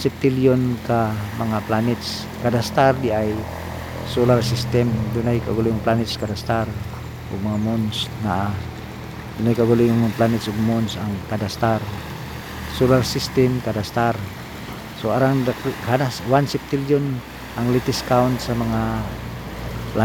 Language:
Cebuano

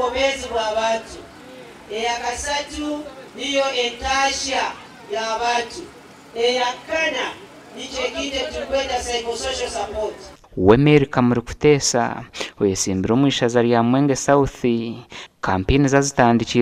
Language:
Nyankole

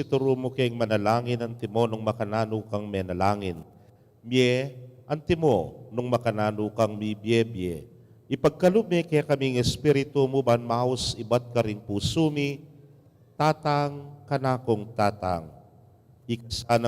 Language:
Pampanga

